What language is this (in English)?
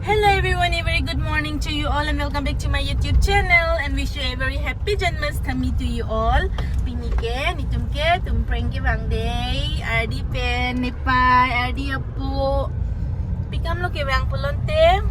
Karbi